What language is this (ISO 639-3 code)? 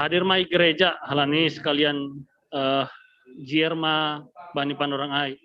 bts